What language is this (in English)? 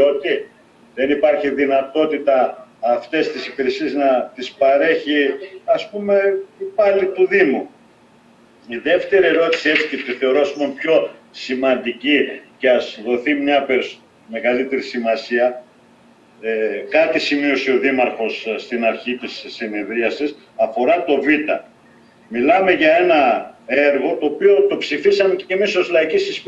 Greek